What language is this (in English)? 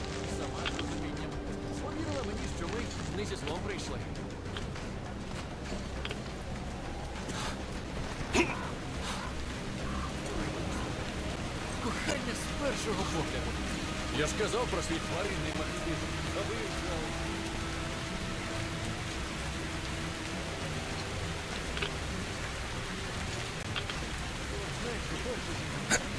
Ukrainian